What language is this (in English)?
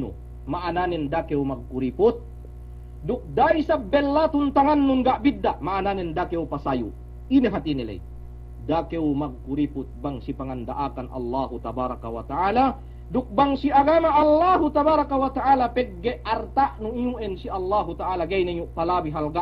Yakan